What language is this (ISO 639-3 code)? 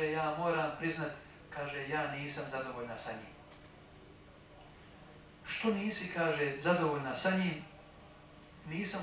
bos